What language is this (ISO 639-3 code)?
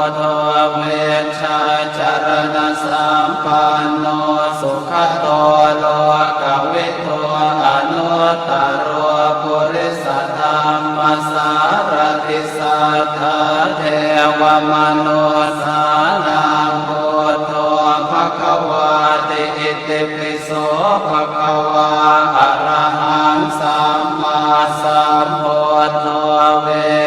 pli